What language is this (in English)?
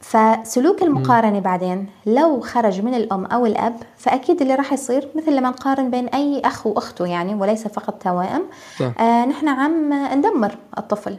North Levantine Arabic